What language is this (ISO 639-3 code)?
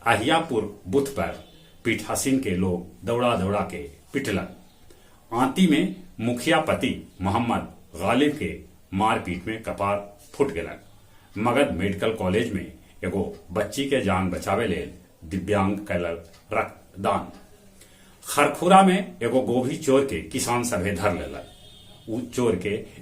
mag